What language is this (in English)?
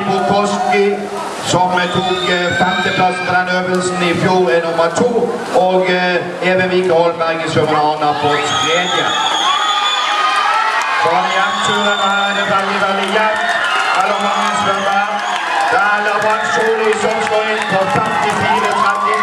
Norwegian